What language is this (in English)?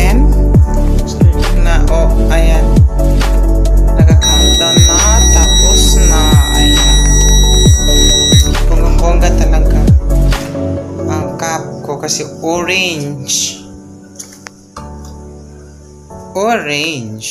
Filipino